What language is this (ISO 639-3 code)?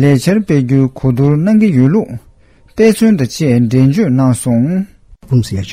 bod